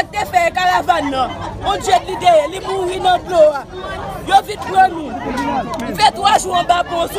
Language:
Haitian Creole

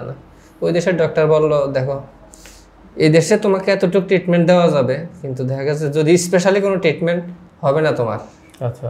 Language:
Bangla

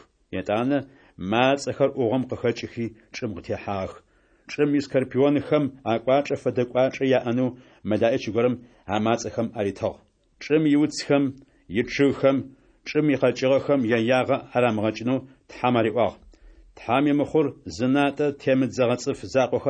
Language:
Adyghe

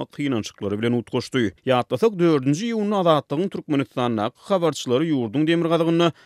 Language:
Turkmen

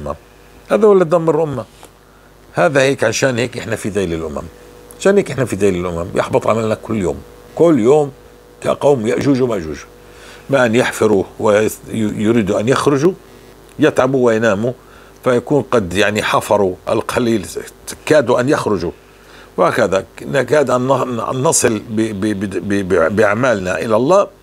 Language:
North Levantine Arabic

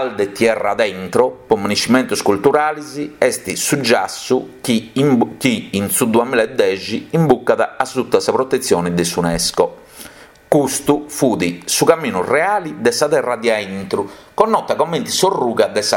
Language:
Sardinian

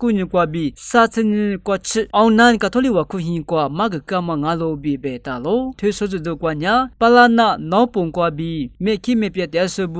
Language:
Lisu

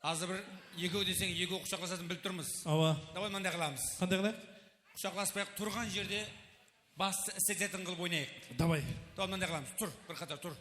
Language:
Kara-Kalpak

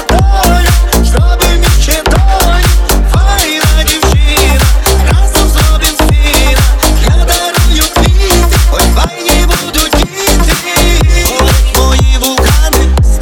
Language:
Ukrainian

